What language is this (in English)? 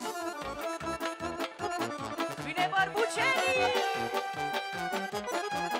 Romanian